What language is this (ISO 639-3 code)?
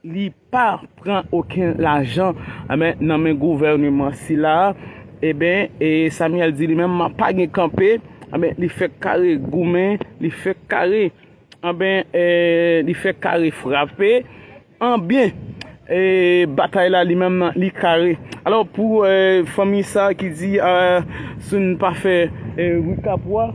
hat